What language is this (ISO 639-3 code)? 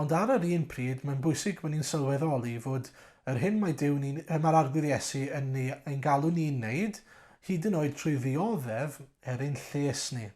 cym